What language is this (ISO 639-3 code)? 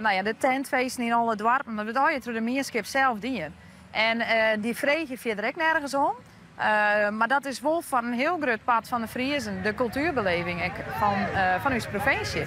fry